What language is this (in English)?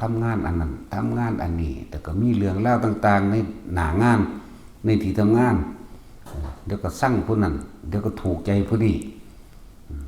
Northeastern Thai